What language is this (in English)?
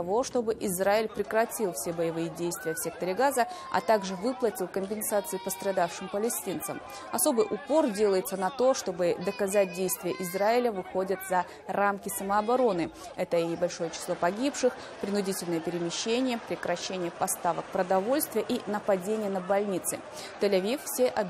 Russian